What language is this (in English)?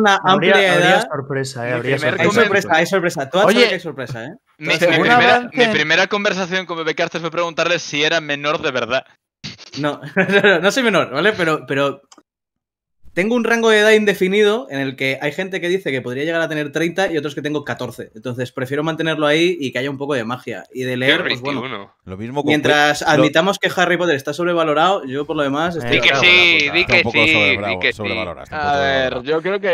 Spanish